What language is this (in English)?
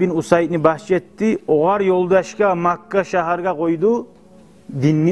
Kumyk